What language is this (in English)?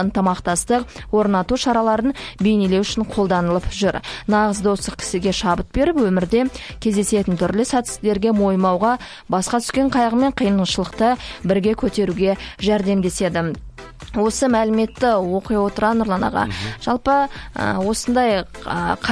Kazakh